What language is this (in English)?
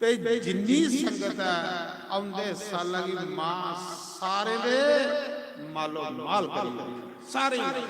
Dogri